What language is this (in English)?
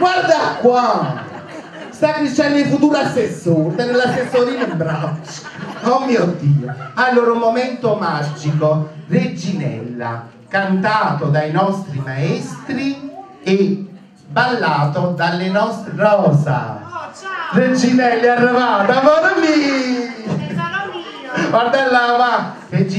Italian